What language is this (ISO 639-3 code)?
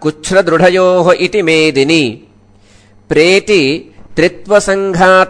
san